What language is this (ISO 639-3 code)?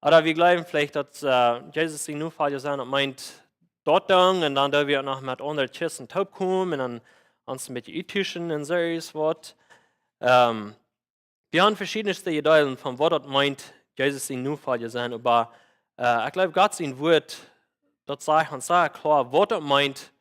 pdt